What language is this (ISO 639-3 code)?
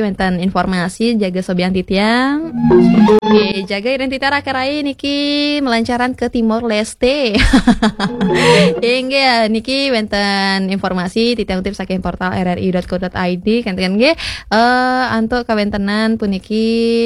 ban